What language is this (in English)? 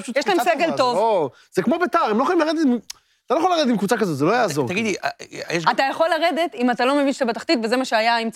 Hebrew